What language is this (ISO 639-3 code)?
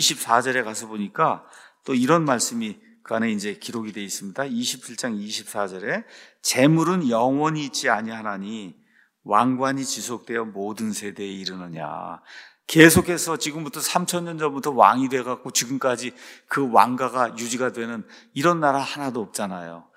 kor